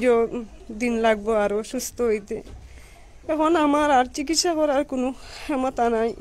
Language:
Sylheti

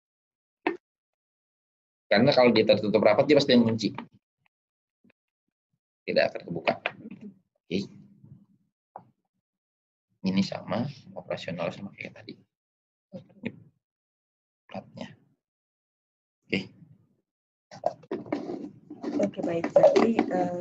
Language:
Indonesian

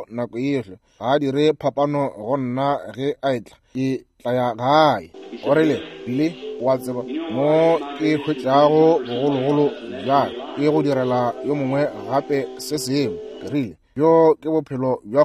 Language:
Northern Sotho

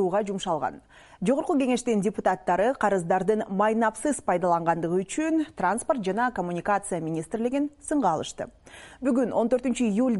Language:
Kyrgyz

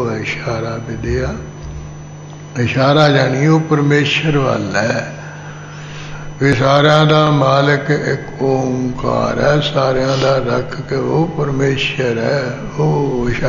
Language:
Punjabi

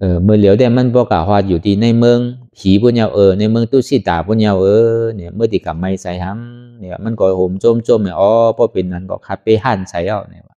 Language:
Shan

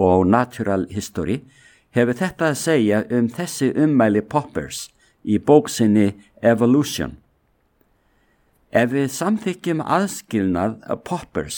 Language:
Icelandic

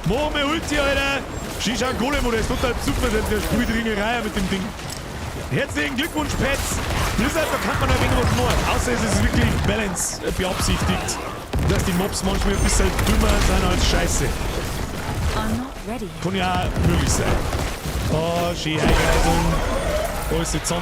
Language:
Bavarian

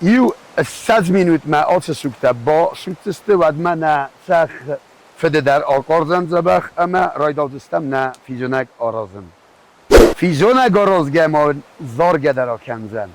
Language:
Ossetic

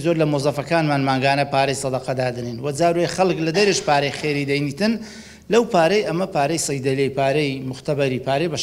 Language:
Central Kurdish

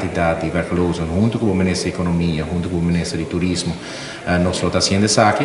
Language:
Papiamento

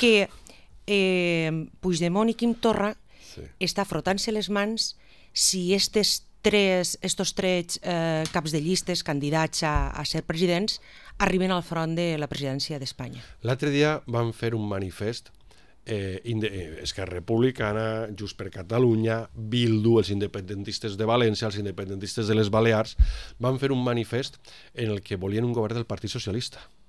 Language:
Catalan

